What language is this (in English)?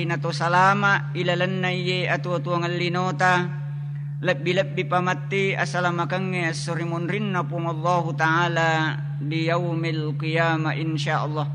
Buginese